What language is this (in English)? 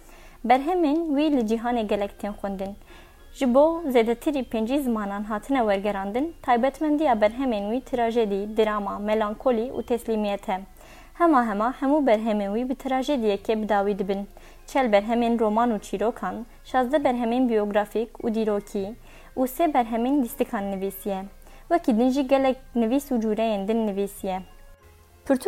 Kurdish